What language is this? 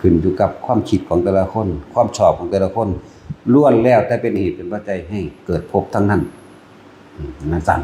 Northeastern Thai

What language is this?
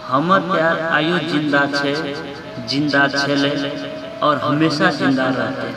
Maithili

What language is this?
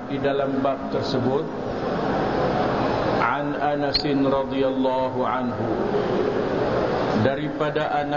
Malay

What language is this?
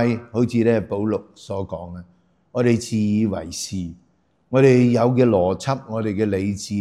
Cantonese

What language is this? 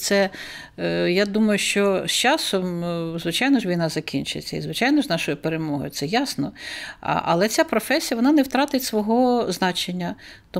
Ukrainian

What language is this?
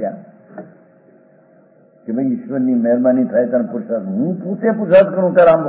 Gujarati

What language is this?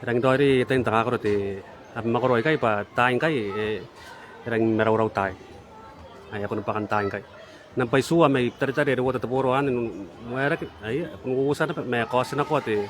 Gilbertese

